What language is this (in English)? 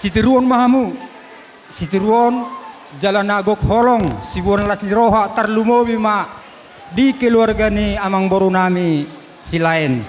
Batak Toba